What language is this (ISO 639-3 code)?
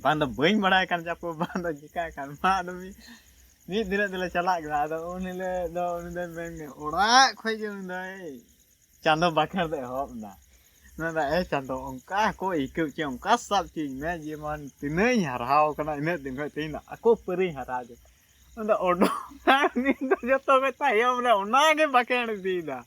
sat